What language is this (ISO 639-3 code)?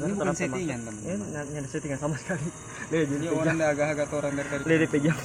xmm